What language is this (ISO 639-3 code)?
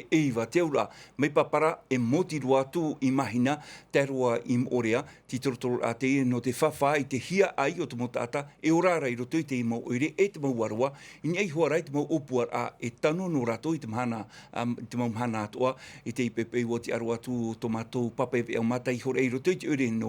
tah